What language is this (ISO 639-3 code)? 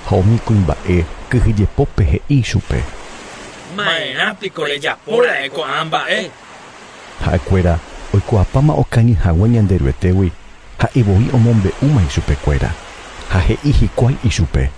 grn